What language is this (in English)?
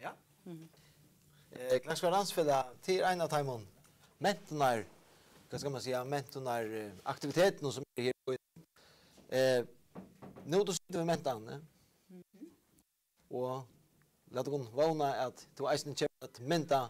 Faroese